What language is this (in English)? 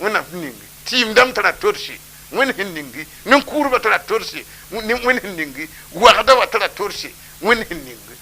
Mossi